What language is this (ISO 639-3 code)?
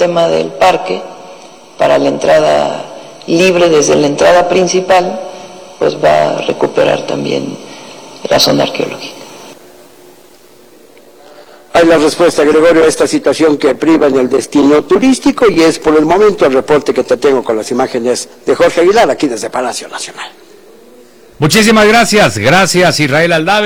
spa